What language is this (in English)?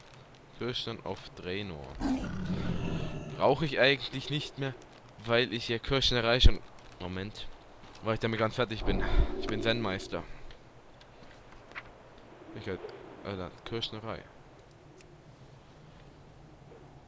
German